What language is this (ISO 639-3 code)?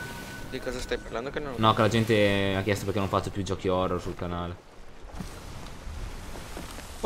ita